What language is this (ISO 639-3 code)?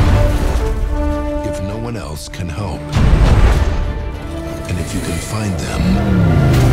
eng